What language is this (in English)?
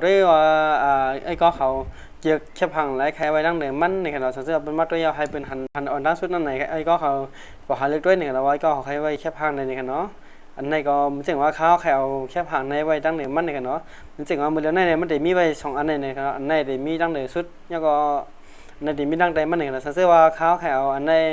Shan